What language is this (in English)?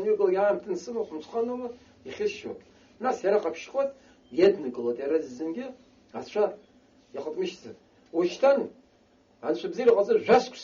Abkhazian